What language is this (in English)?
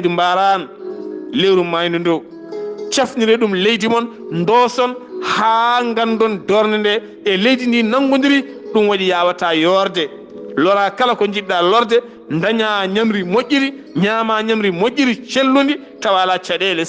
Fula